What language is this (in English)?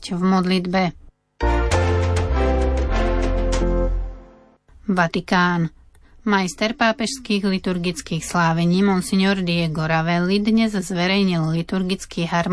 Slovak